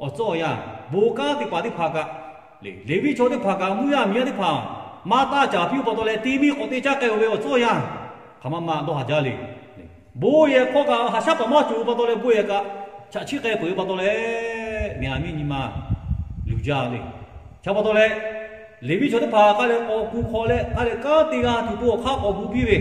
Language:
Lahu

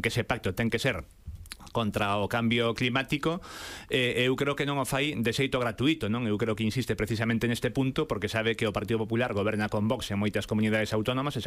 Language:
Galician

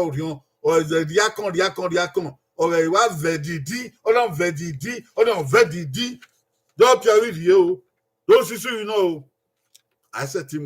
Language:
Bini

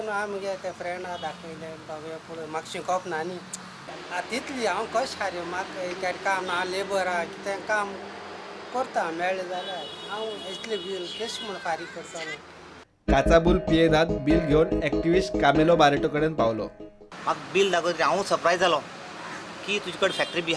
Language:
Konkani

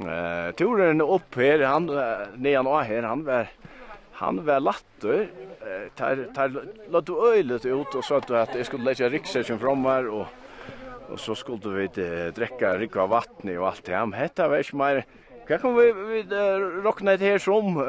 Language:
Faroese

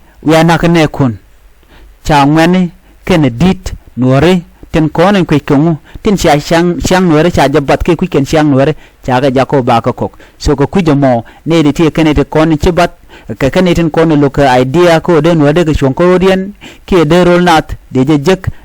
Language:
Nuer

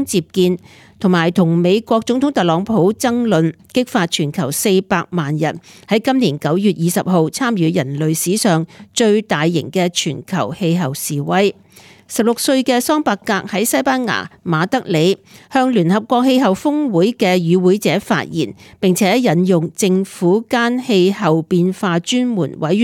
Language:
Cantonese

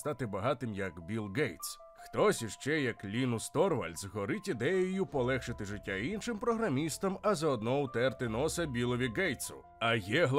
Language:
Ukrainian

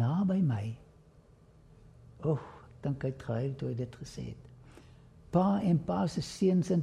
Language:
Afrikaans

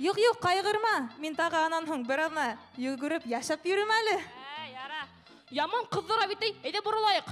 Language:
Bashkir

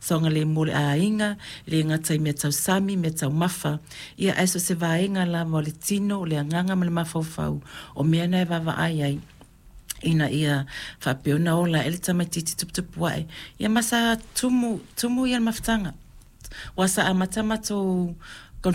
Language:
Samoan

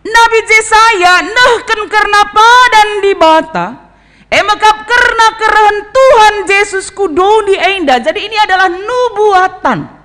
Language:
Batak Karo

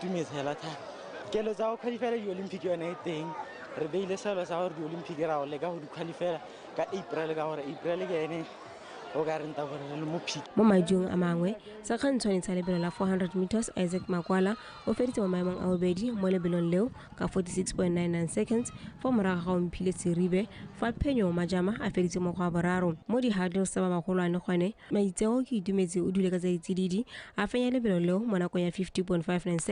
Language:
Tswana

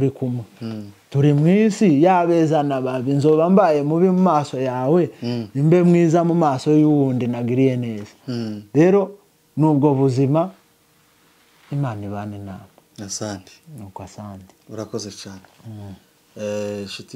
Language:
Kinyarwanda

